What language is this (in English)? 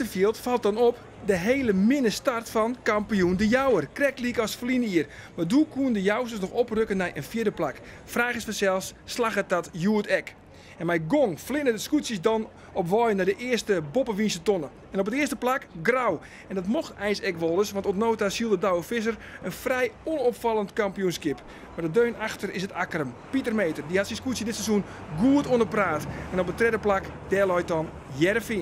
Western Frisian